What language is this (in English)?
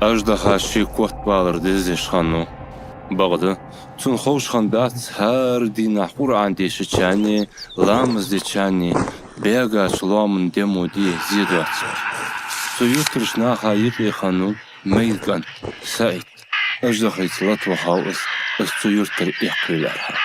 Ingush